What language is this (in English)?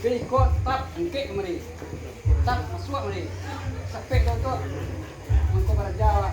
Minangkabau